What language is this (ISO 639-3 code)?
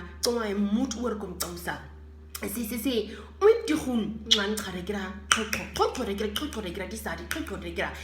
naq